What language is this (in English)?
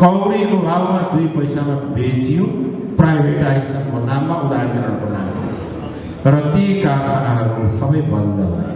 Nepali